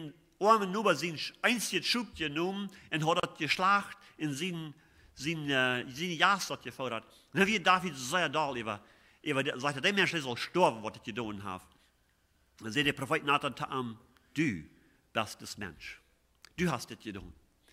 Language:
Plautdietsch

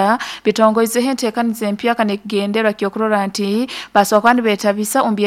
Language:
Nyoro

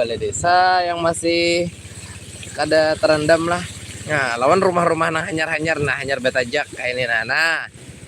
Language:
Banjar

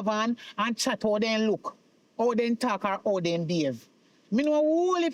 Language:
Jamaican Creole English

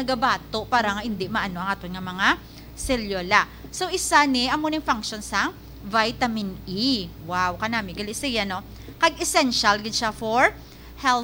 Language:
Hiligaynon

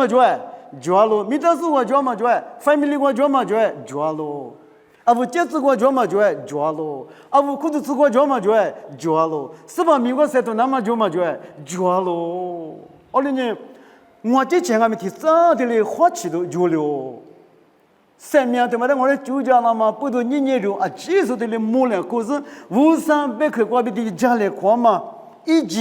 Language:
Lisu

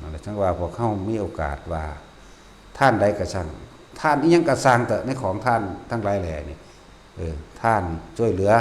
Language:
Northeastern Thai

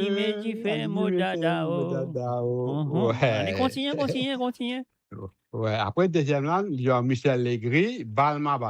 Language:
Morisyen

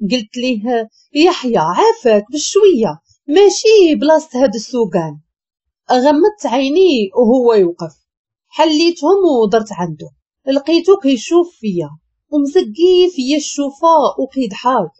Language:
Moroccan Arabic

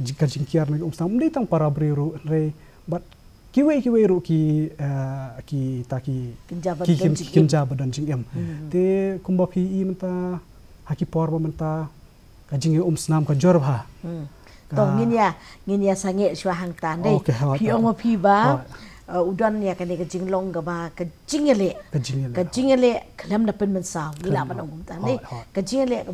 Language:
Khasi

